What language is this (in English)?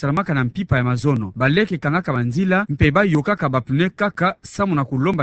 Kituba (Democratic Republic of Congo)